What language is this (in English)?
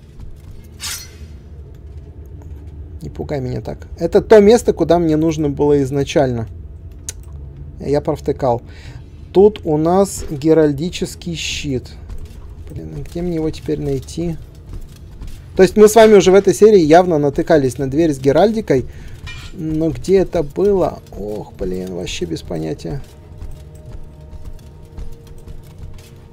Russian